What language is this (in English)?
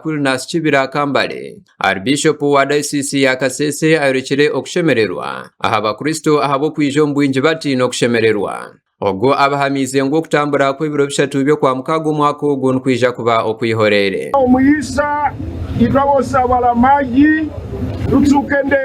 Nyankole